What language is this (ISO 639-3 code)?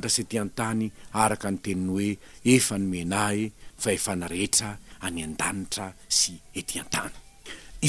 mlg